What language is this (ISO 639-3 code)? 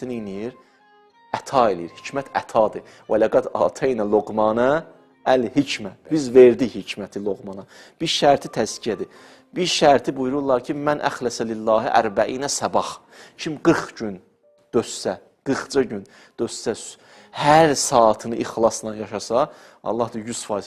aze